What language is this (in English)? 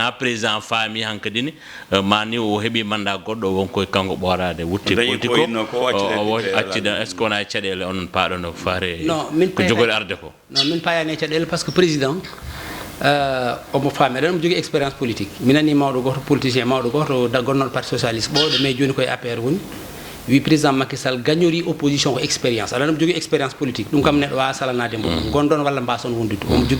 Fula